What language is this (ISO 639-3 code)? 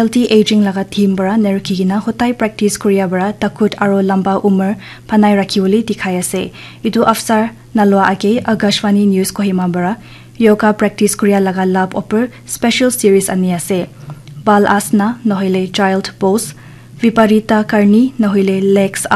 nag